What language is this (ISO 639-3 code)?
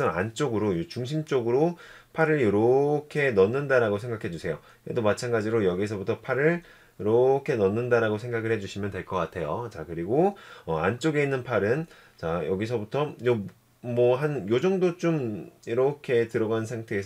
kor